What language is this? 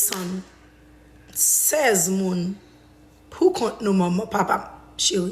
Haitian Creole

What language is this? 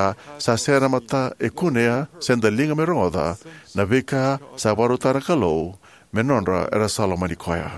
Fijian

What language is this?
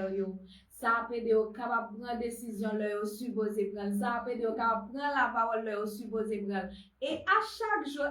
Haitian Creole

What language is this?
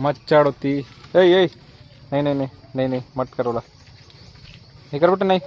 Chhattisgarhi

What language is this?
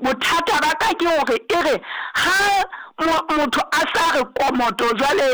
Southern Sotho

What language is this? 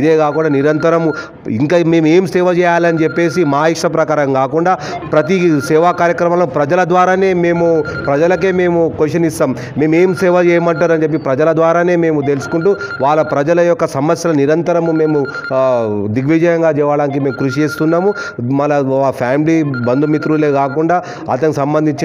Telugu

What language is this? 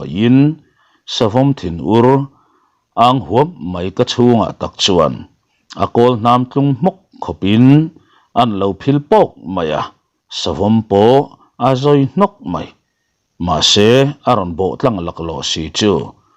Mizo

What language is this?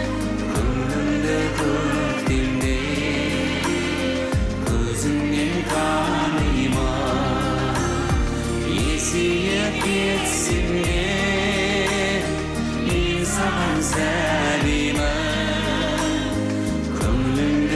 Kazakh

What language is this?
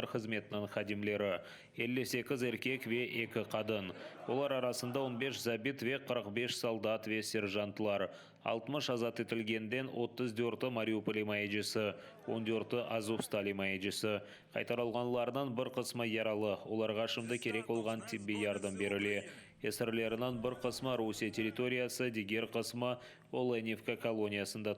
Crimean Tatar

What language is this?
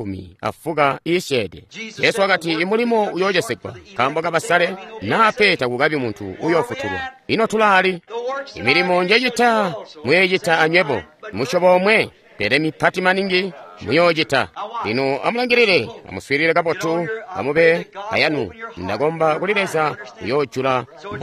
Tonga (Zambia)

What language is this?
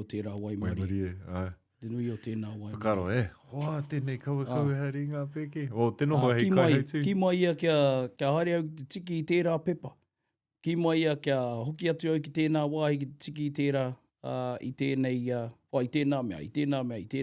Māori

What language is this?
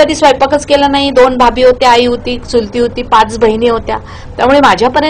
Marathi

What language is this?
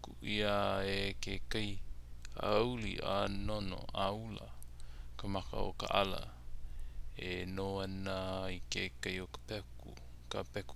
Hawaiian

